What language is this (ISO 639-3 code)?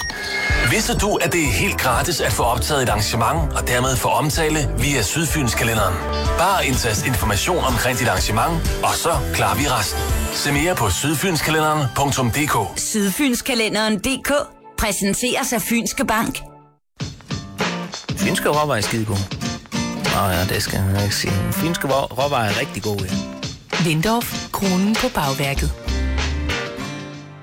dan